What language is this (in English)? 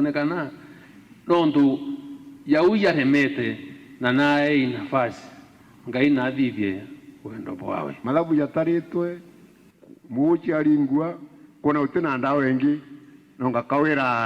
Meru